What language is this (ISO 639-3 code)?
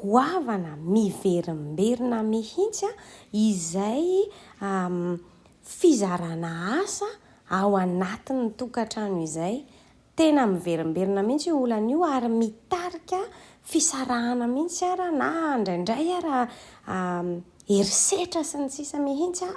mlg